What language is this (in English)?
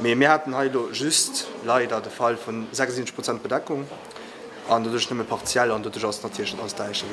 Luxembourgish